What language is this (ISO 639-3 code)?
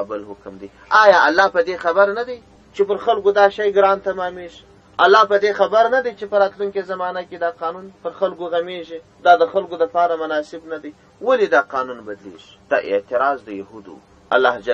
pus